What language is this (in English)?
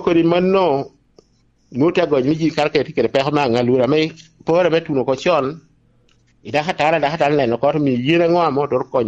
Lango (Uganda)